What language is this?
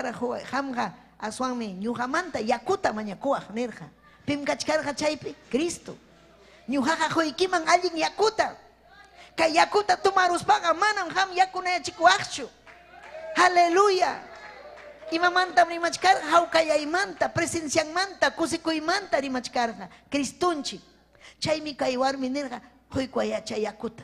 Ayacucho Quechua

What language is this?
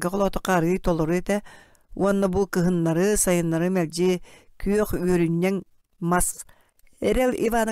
Yakut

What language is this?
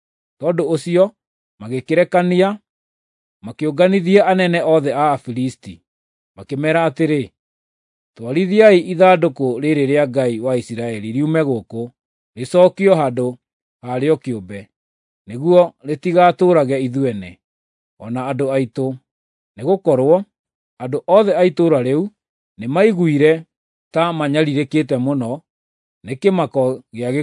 Kikuyu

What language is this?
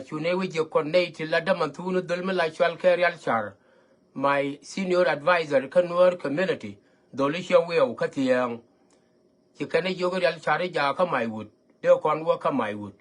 Nuer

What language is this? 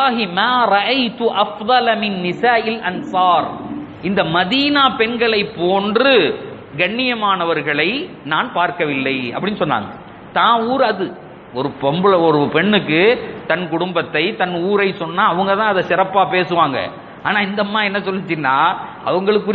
Tamil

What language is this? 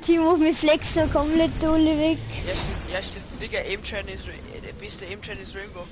Bavarian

